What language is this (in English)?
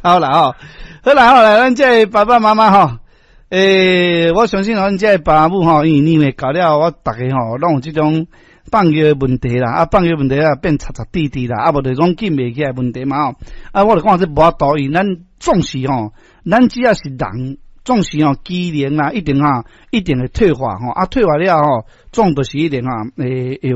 Min Nan Chinese